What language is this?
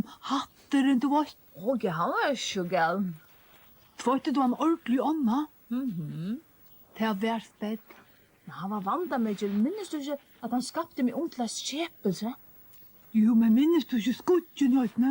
Faroese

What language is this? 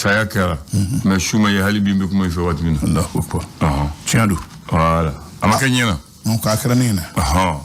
Bambara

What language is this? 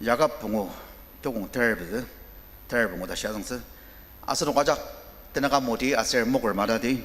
Ao Naga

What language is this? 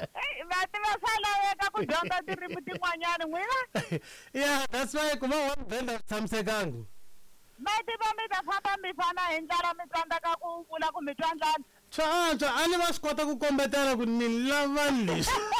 Tsonga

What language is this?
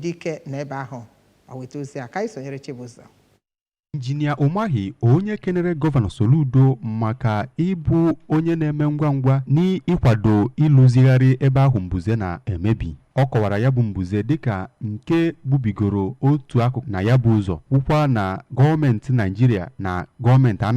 Igbo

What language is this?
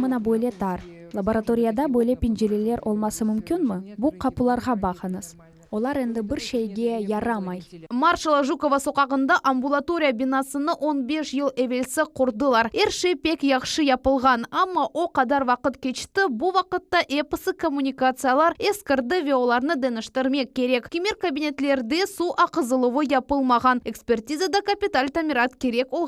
Crimean Tatar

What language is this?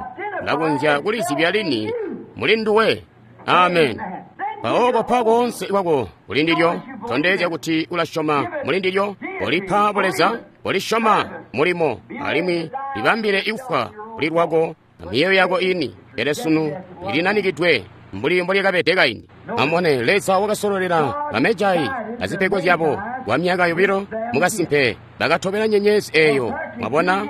Tonga (Zambia)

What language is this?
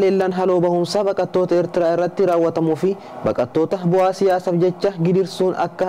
Oromo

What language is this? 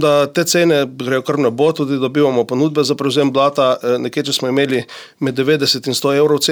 Slovenian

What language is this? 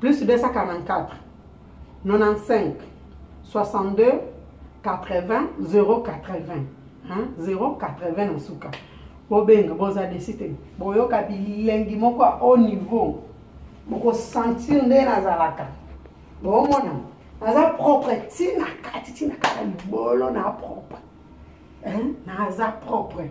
Lingala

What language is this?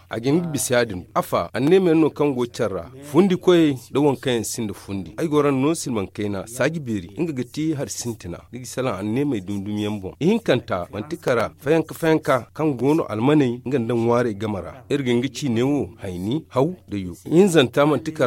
Zarma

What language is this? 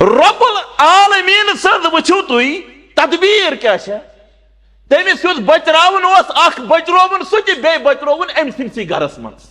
Kashmiri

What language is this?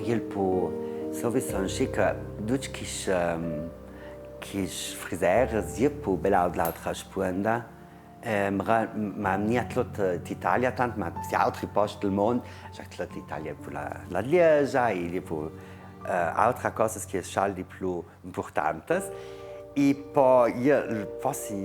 Ladin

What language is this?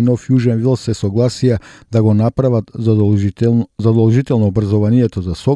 Macedonian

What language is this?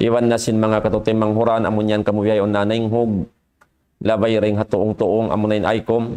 Tausug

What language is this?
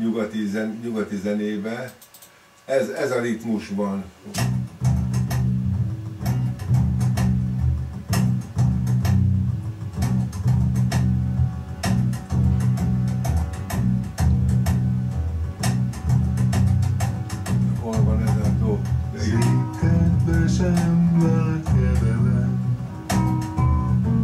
Hungarian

